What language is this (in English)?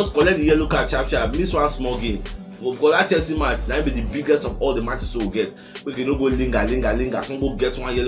Nigerian Pidgin